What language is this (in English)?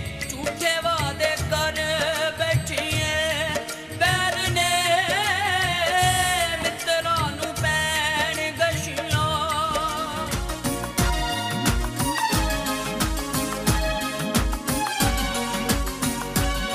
Punjabi